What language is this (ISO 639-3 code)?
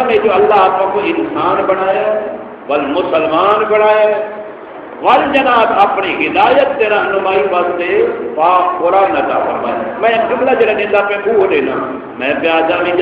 skr